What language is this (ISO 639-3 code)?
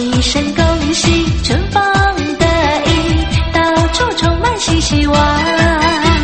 zho